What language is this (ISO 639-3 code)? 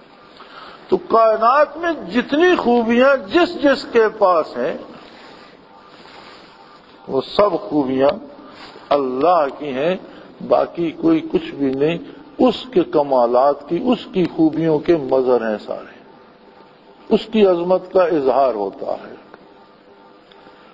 urd